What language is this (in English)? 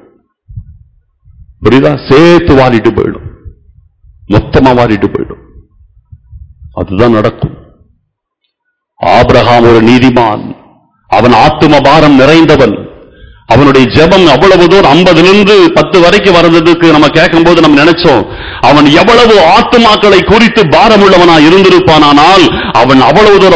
Tamil